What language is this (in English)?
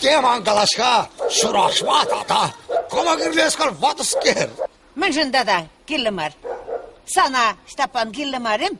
Chuvash